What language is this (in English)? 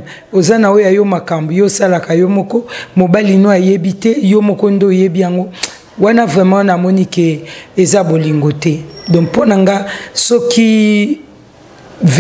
Lingala